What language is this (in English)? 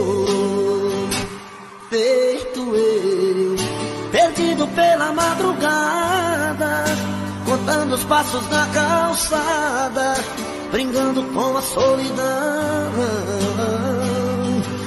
Portuguese